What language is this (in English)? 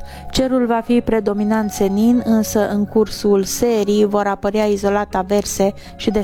Romanian